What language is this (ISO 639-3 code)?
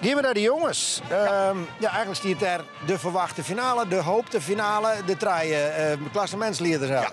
fry